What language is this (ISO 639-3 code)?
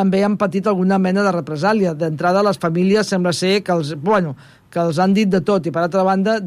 cat